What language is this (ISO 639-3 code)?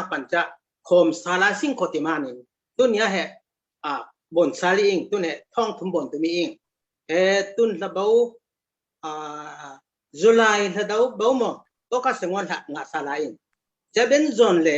cfm